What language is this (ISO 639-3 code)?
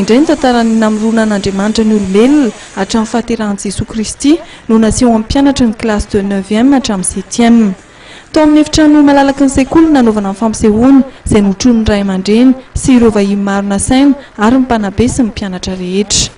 mlg